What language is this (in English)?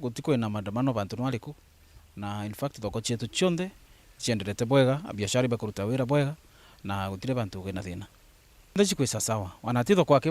Meru